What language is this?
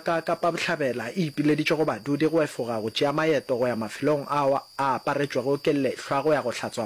Northern Sotho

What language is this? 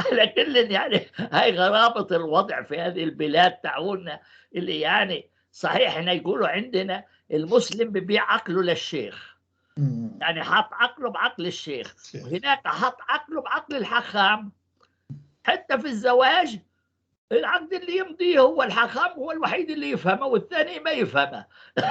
North Levantine Arabic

